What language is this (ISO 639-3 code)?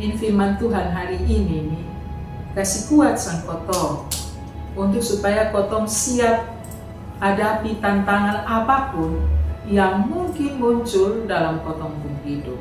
mkn